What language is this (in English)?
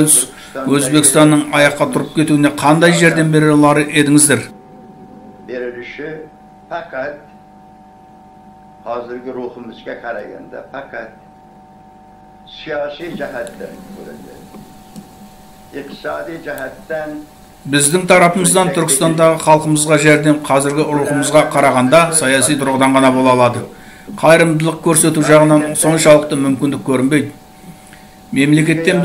Kazakh